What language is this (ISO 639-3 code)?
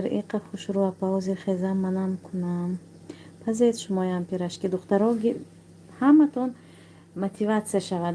tgk